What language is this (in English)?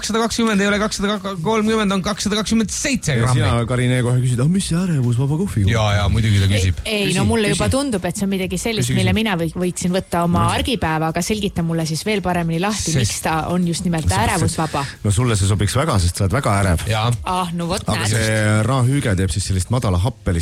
Estonian